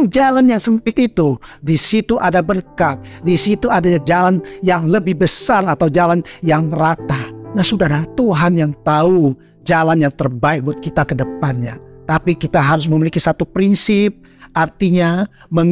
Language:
Indonesian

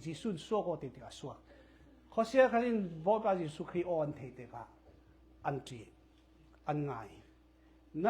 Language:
Falam Chin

